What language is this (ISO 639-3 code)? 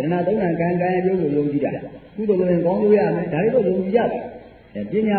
mya